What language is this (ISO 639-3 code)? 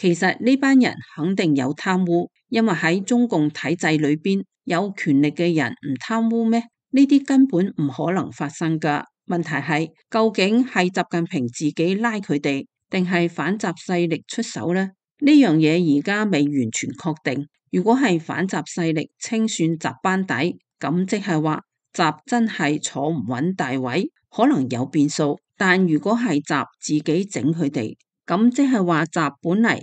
yue